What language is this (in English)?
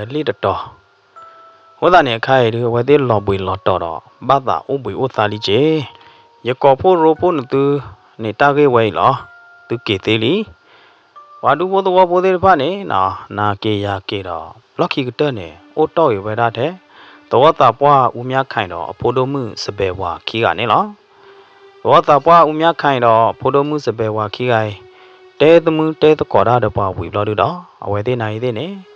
S'gaw Karen